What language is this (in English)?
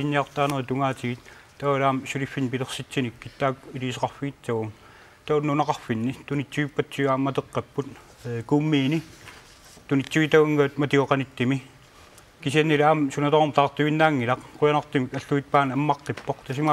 Kalaallisut